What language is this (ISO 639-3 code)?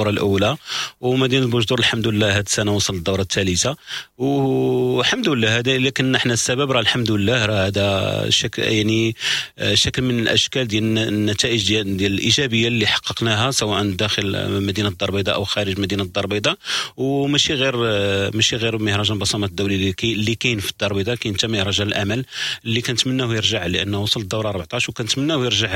ary